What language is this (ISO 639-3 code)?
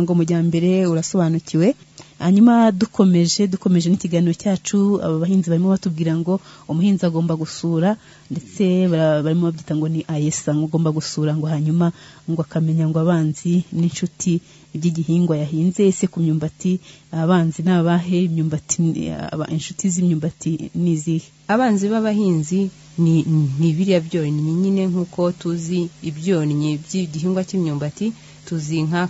kin